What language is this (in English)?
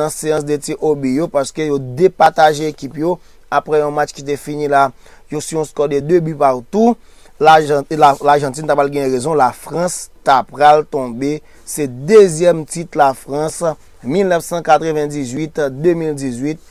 Haitian Creole